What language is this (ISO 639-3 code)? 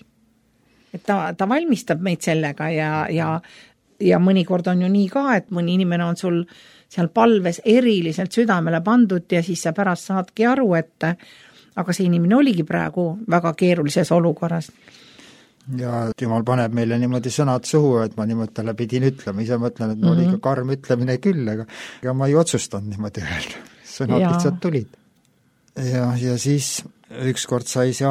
est